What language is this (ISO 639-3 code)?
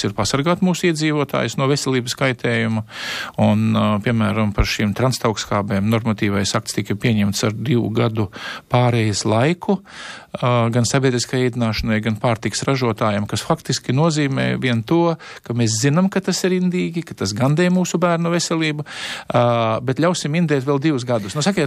lav